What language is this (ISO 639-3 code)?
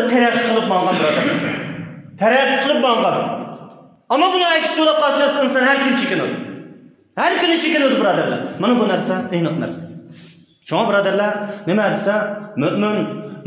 uig